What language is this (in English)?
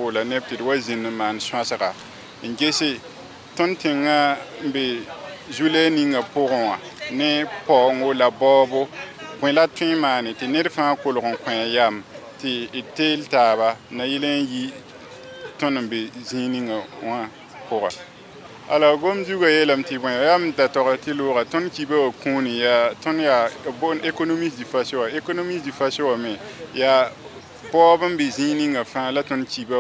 Mossi